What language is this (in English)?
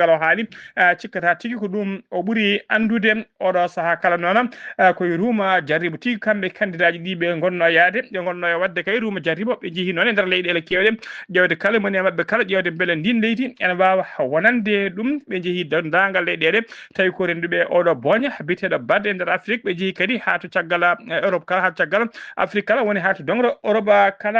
Fula